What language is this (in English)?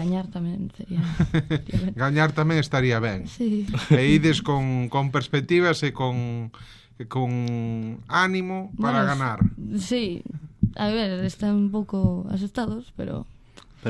Galician